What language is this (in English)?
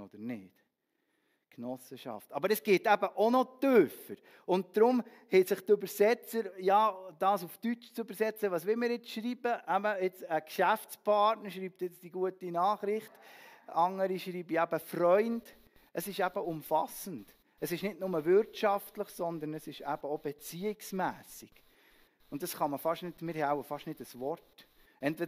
Swiss German